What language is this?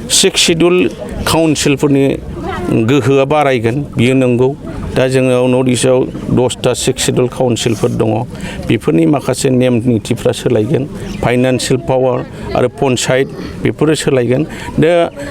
Bodo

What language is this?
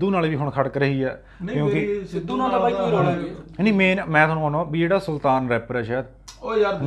Punjabi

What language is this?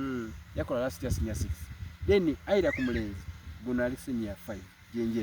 Soga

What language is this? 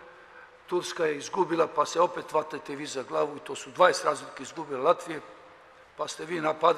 Serbian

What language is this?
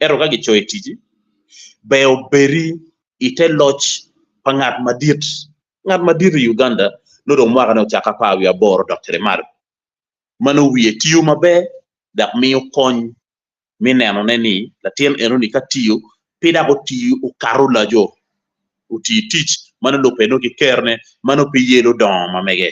Acoli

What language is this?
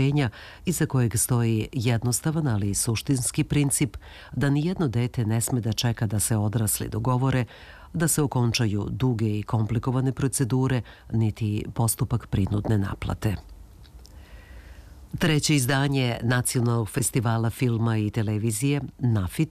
Serbian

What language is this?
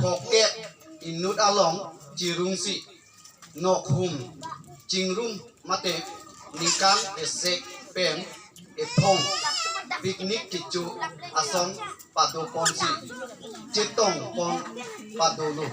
Karbi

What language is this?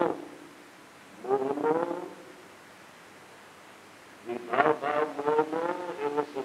Gujarati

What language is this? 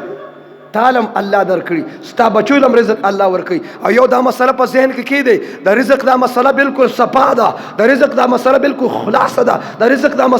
Pashto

